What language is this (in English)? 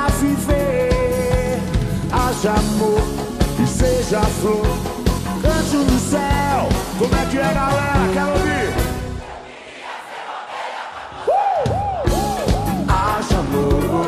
Portuguese